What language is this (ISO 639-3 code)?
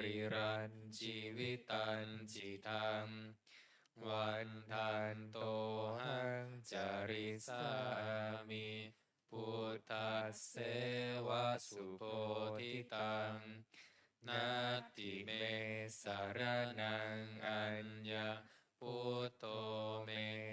pli